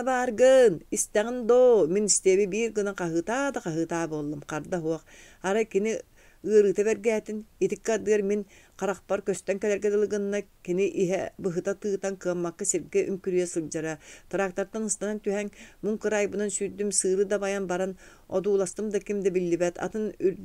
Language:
Yakut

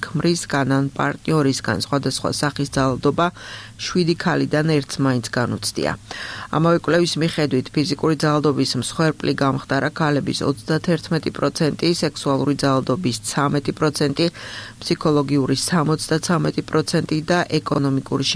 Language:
Georgian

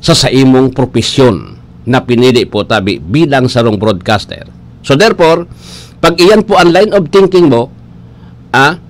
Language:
Bikol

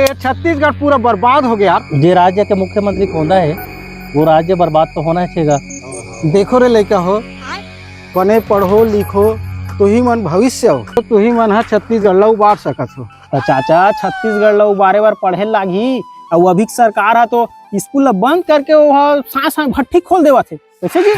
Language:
Chhattisgarhi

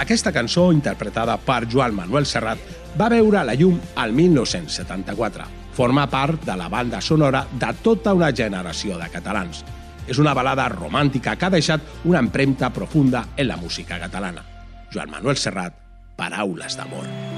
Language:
Catalan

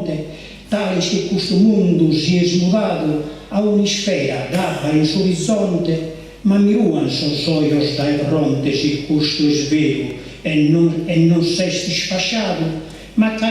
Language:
Sardinian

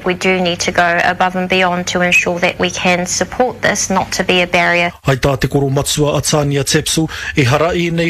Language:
Māori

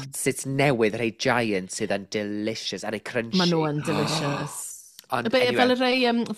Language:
Welsh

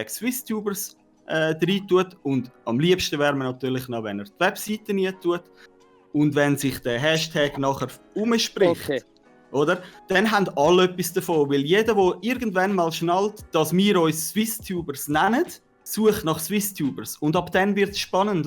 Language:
Swiss German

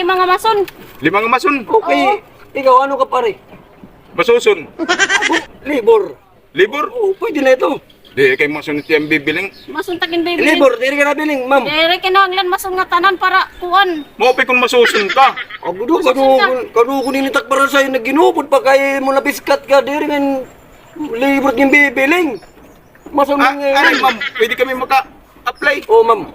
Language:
Waray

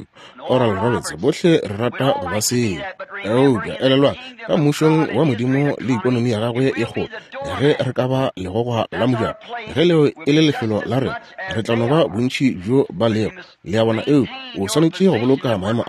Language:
Northern Sotho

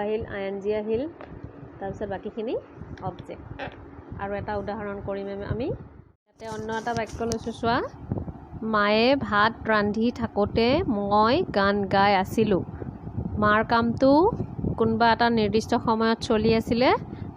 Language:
Assamese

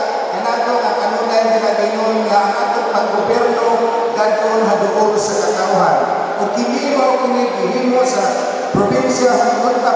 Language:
Cebuano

